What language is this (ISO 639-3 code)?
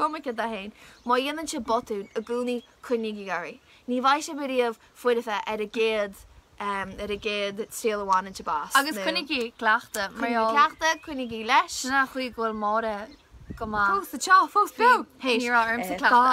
gle